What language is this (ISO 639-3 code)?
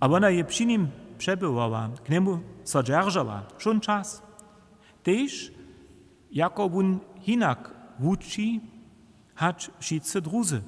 hsb